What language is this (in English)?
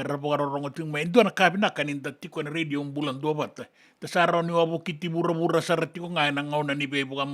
Fijian